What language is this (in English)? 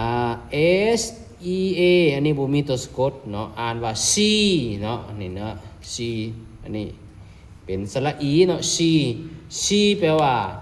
Lao